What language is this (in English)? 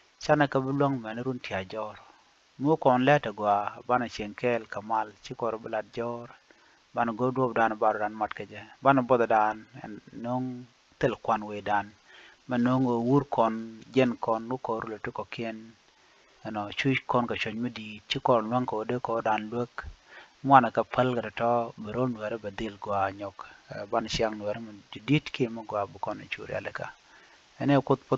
Nuer